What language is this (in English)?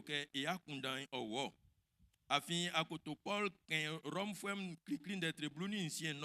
Baoulé